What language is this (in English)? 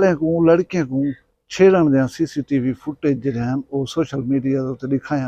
Saraiki